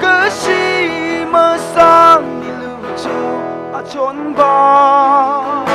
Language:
Tangkhul Naga (India)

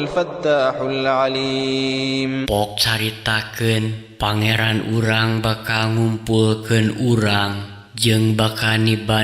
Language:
Sundanese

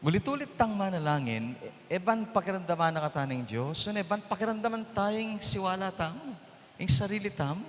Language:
Pampanga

